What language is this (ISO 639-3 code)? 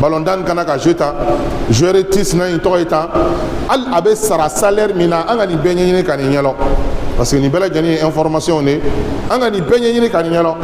bam